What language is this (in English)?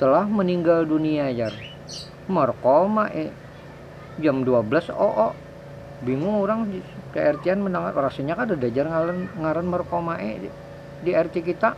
Banjar